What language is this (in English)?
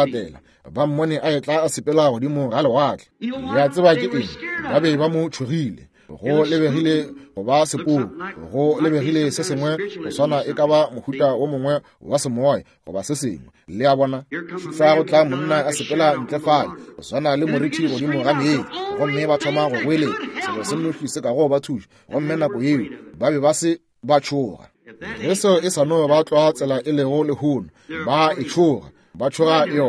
Northern Sotho